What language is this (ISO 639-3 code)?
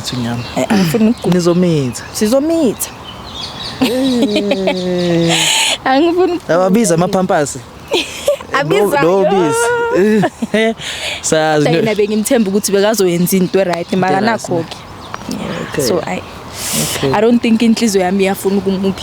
zul